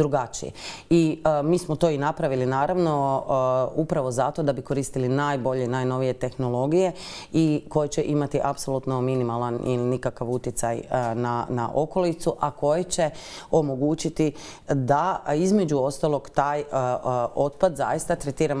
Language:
Croatian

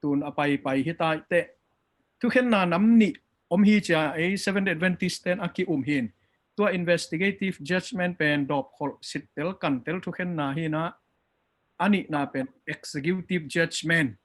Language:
Tedim Chin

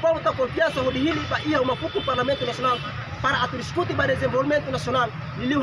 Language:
Tetum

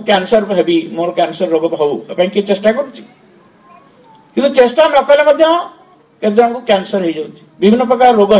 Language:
Odia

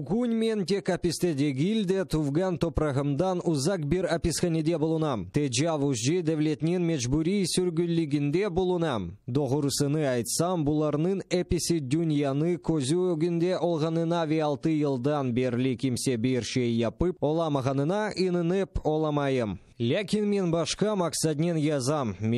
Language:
Crimean Tatar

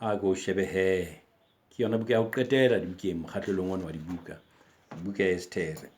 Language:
Southern Sotho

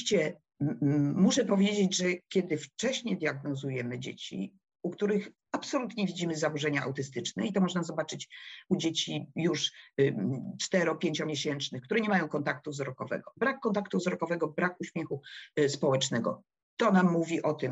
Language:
Polish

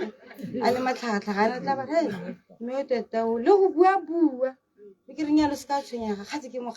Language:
Tswana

